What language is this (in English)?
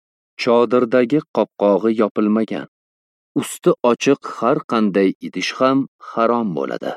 Uzbek